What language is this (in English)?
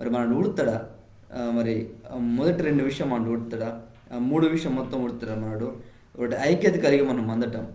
Koya